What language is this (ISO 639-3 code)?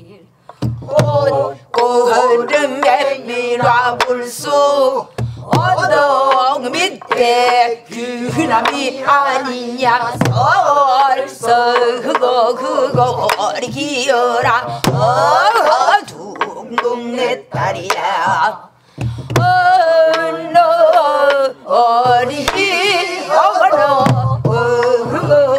kor